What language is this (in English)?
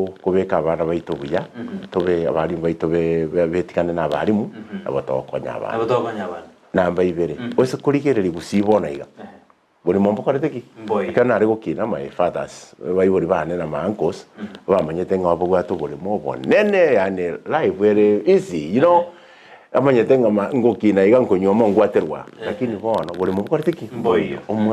Gusii